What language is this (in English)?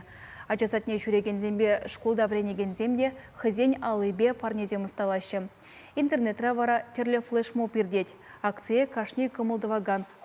Chuvash